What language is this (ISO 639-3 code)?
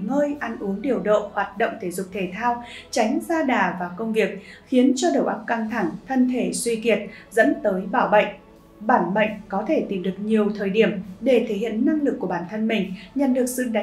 vie